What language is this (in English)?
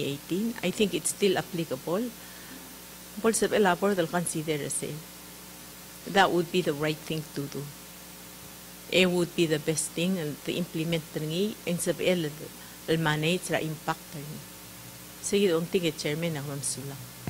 Palauan